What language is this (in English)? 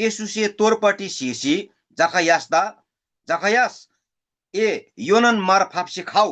Eastern Tamang